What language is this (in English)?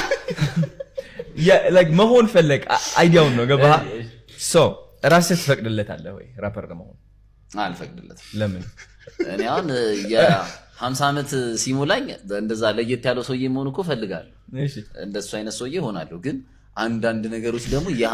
Amharic